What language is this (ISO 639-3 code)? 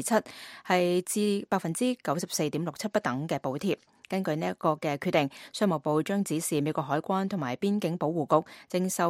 yue